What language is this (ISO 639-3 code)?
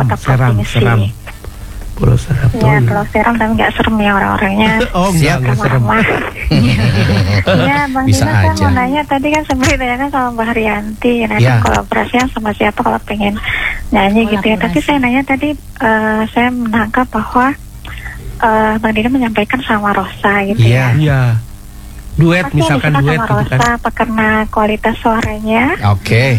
ind